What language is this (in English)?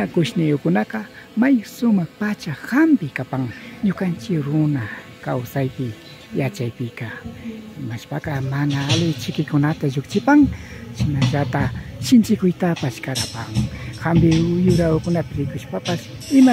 Imbabura Highland Quichua